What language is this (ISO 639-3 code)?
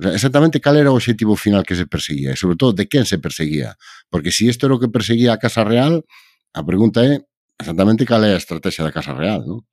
glg